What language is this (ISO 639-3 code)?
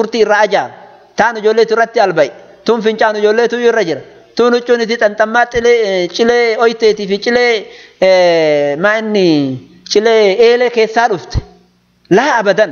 orm